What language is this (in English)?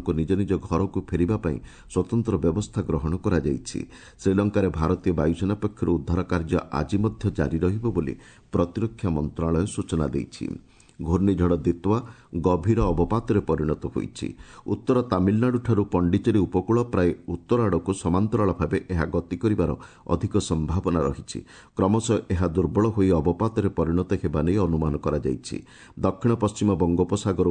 Odia